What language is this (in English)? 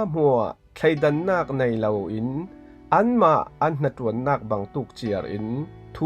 Falam Chin